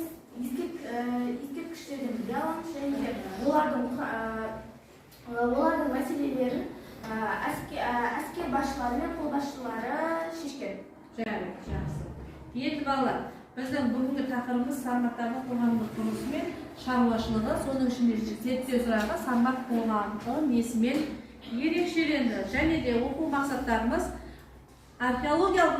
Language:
Kazakh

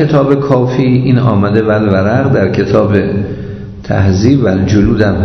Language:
Persian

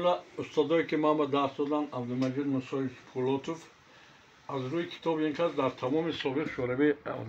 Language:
Tajik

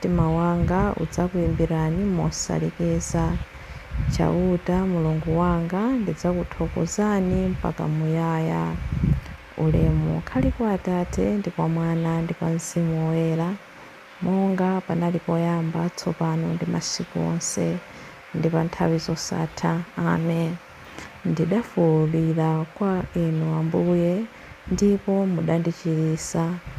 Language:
Nyanja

